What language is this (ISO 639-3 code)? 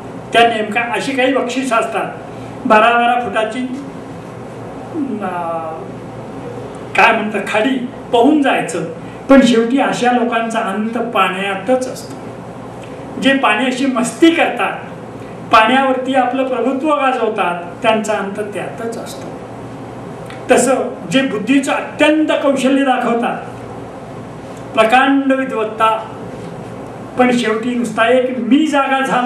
mar